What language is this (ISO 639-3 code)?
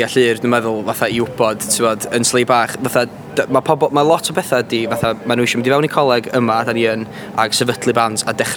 cym